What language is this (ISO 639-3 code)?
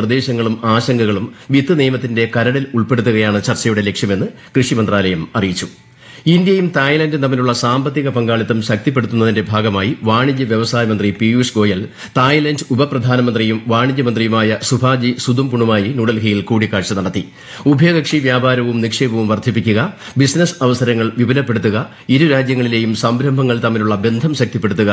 mal